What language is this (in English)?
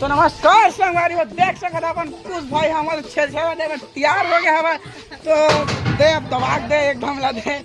Chhattisgarhi